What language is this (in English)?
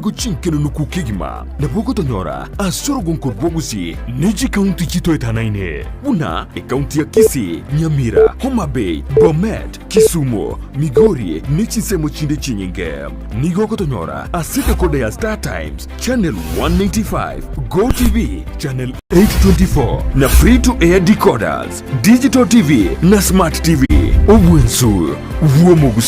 Gusii